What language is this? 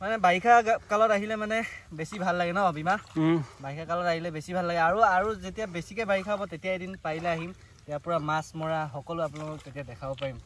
Assamese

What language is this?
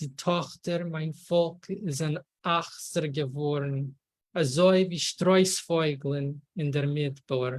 Yiddish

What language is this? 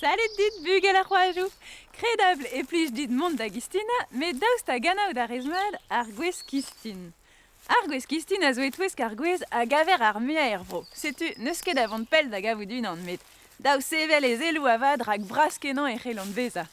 Breton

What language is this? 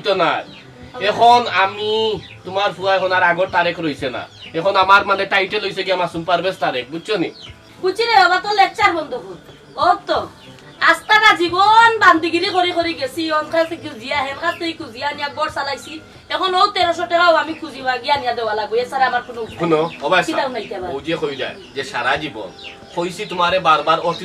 Sylheti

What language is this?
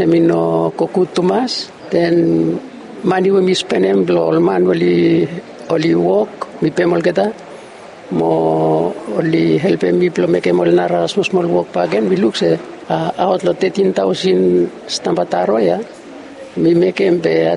Bislama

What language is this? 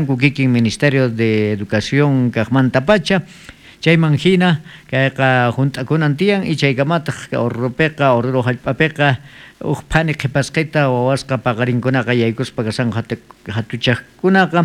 South Bolivian Quechua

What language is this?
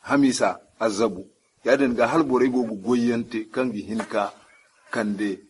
Zarma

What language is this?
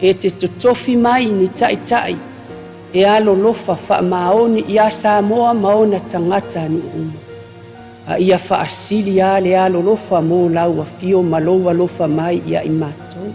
Samoan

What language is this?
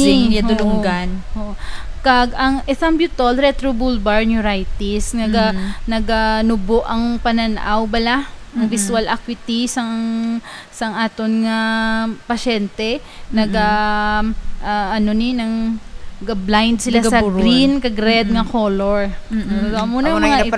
Hiligaynon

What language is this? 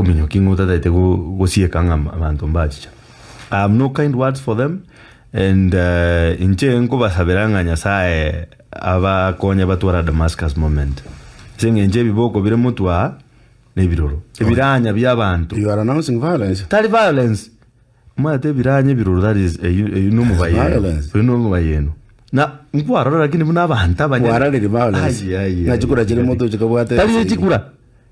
Gusii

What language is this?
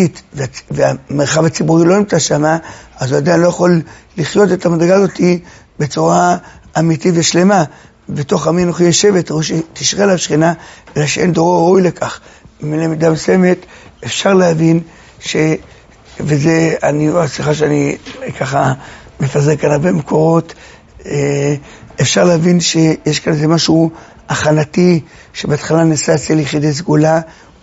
Hebrew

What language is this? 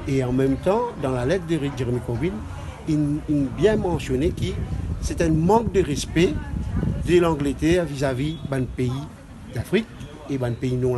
Morisyen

